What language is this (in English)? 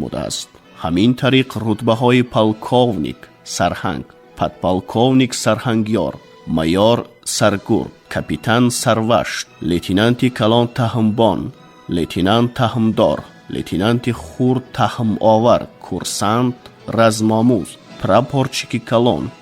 Tajik